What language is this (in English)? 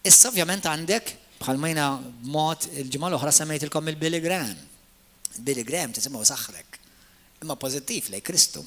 Maltese